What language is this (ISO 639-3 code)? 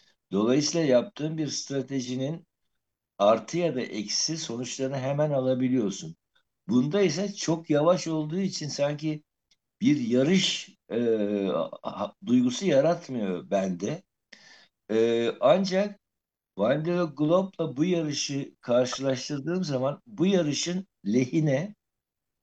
tur